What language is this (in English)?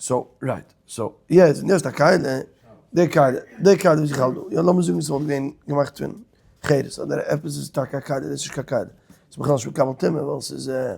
Yiddish